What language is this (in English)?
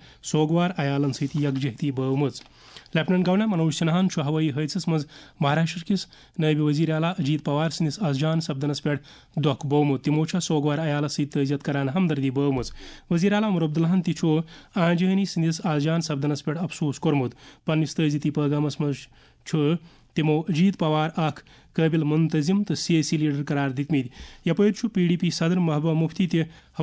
Kashmiri